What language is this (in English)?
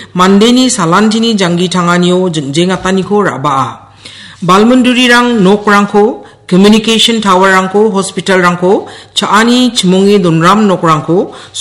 Garo